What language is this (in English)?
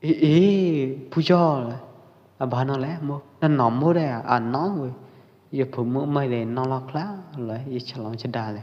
Pwo Eastern Karen